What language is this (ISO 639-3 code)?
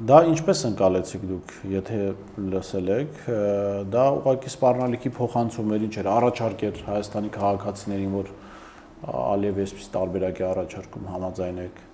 hye